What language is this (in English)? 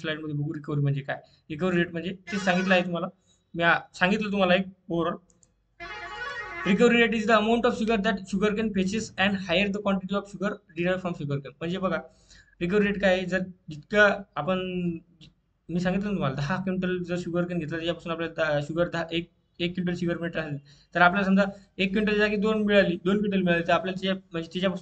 Marathi